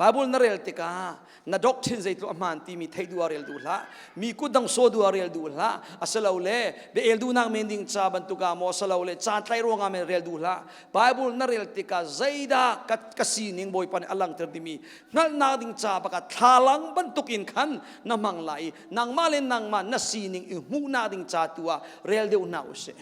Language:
Hakha Chin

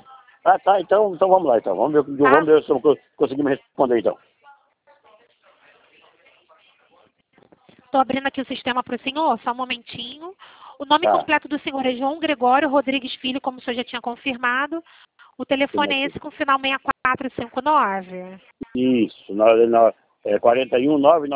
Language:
Portuguese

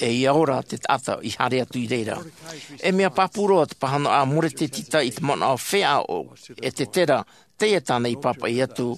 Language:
Tahitian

